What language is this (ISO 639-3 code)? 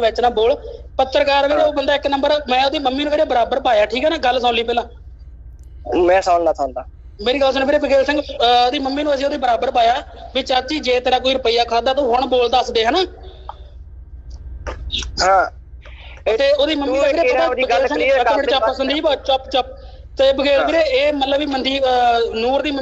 pan